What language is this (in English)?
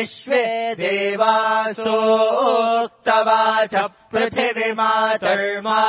Sanskrit